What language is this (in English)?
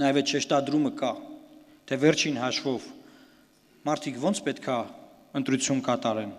Armenian